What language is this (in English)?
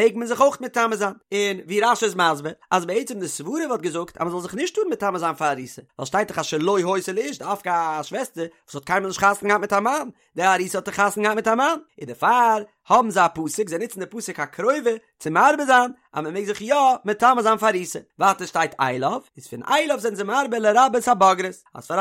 Yiddish